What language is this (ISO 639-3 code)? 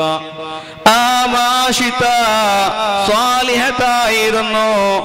mal